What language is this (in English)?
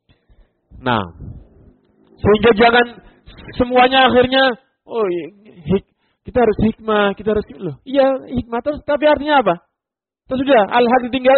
Indonesian